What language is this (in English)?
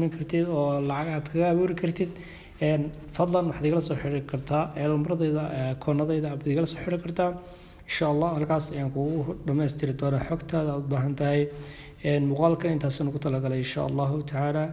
Somali